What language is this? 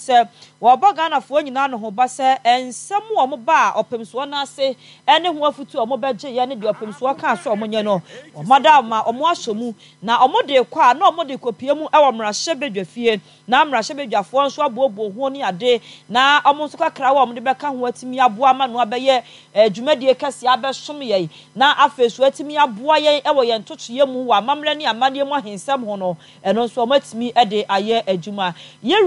Akan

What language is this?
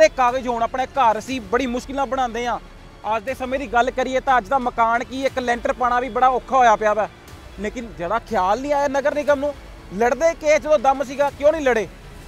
Punjabi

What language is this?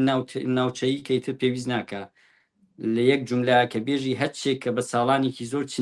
Central Kurdish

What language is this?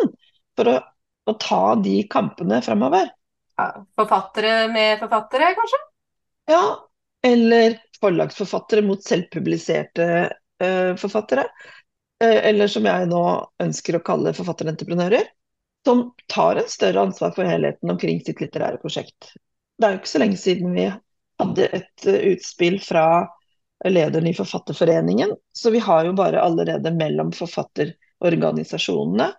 Norwegian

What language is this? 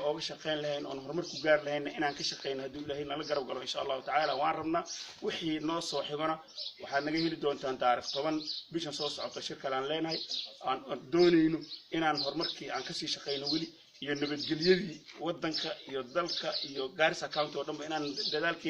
Somali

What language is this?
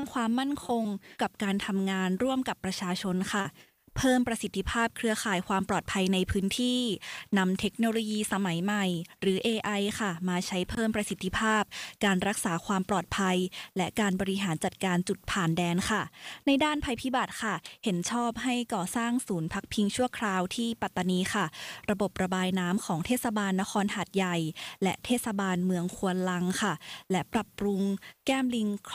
Thai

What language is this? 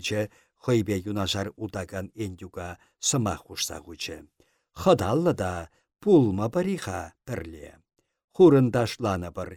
Chuvash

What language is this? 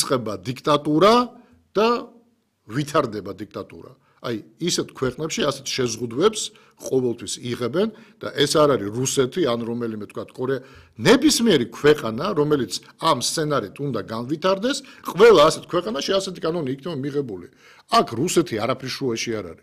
Georgian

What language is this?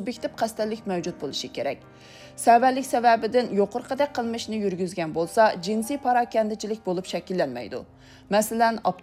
Uyghur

